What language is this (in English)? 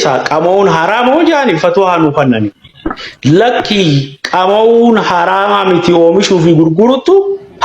Oromo